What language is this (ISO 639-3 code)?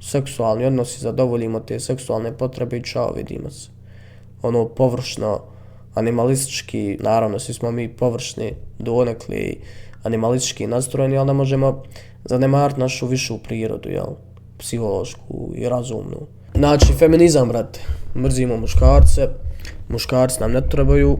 bos